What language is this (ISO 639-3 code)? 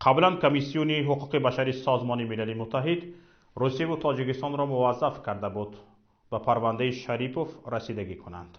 tgk